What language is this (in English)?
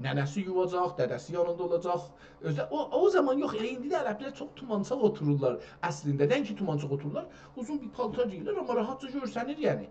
South Azerbaijani